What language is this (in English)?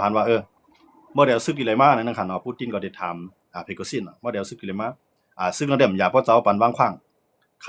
Shan